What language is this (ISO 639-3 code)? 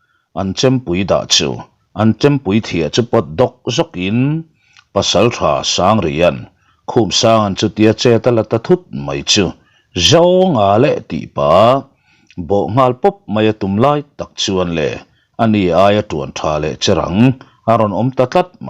lus